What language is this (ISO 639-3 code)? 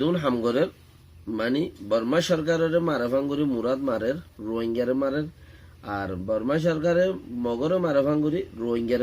rhg